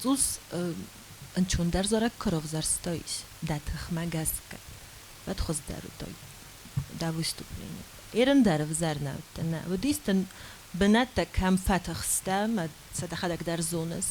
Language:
Ossetic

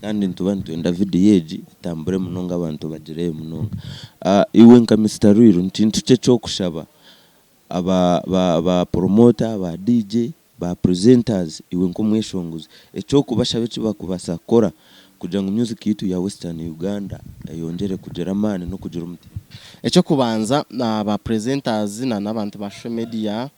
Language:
Nyankole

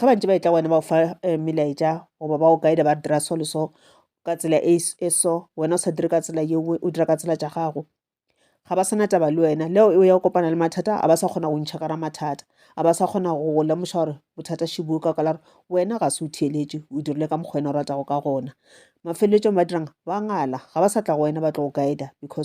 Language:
Northern Sotho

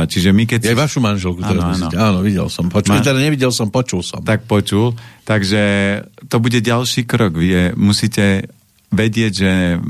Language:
Slovak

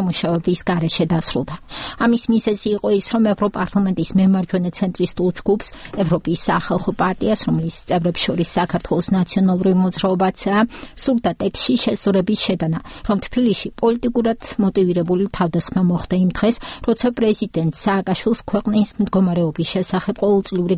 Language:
Georgian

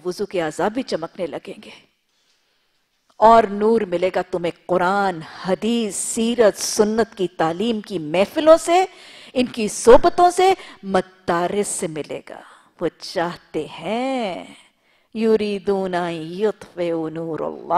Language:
Urdu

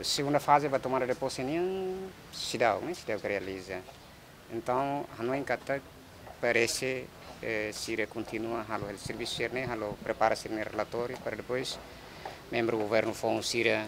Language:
Tetum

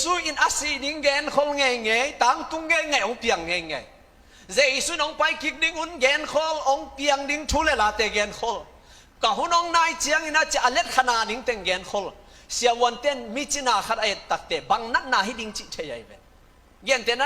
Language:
Tedim Chin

